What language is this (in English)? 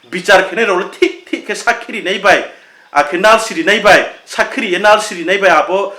Riang (India)